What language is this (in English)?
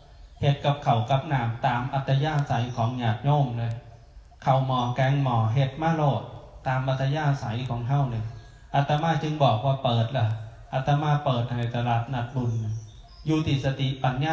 Northeastern Thai